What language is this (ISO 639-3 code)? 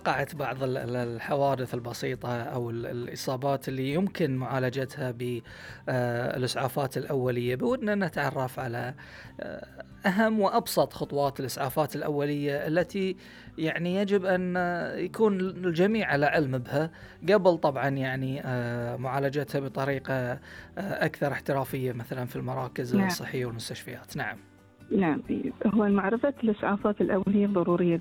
afb